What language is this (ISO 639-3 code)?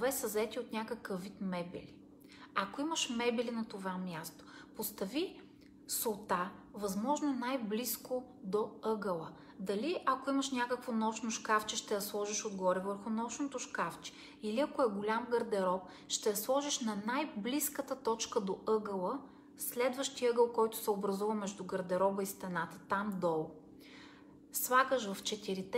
bul